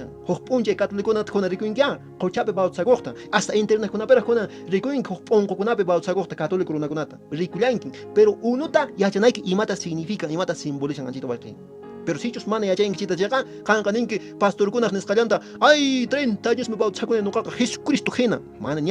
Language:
Quechua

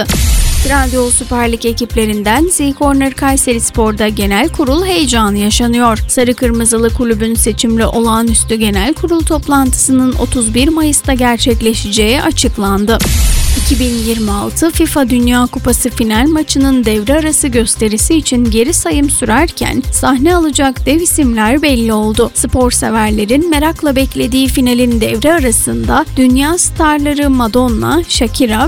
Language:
Turkish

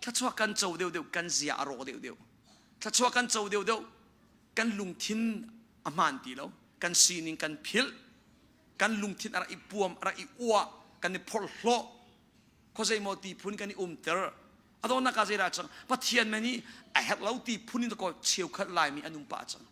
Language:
Hakha Chin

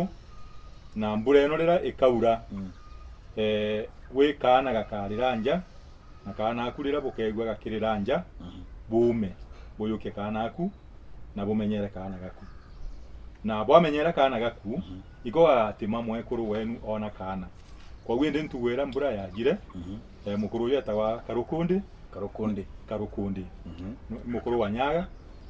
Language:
Meru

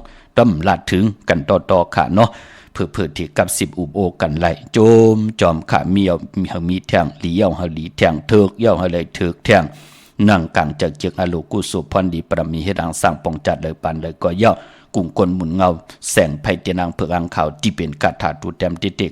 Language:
Shan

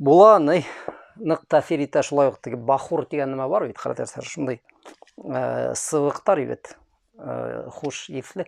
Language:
Bashkir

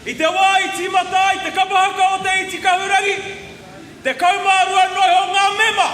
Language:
Māori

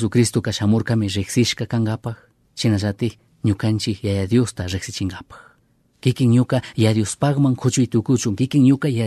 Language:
Chimborazo Highland Quichua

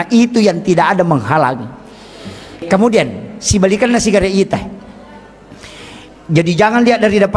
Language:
Buginese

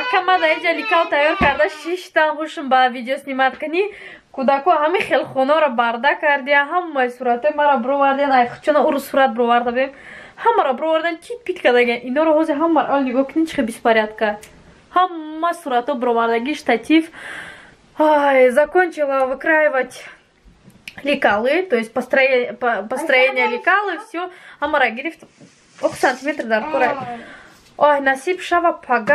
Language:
Tajik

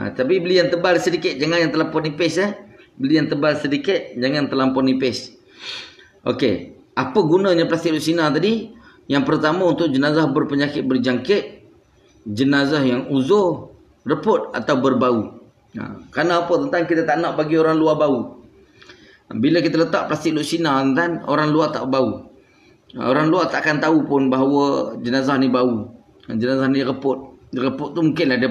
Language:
Malay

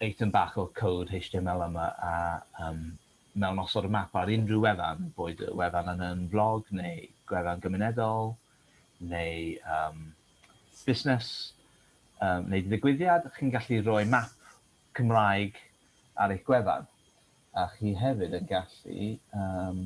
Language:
Welsh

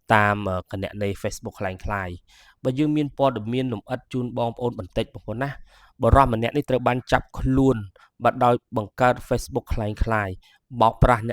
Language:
Khmer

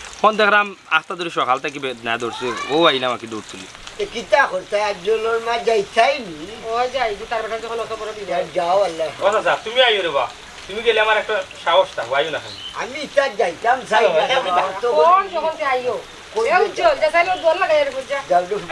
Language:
Sylheti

